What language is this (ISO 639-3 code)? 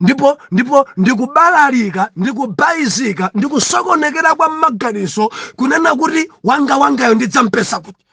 nya